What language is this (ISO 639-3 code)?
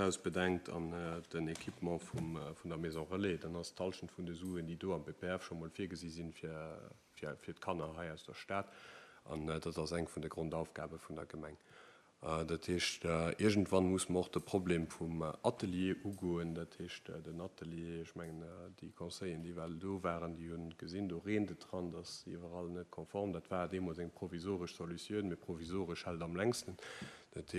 ltz